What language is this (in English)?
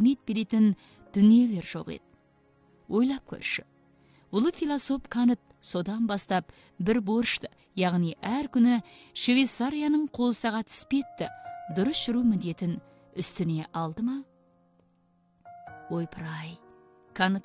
Kazakh